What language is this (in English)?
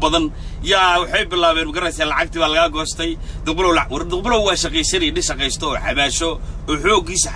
Somali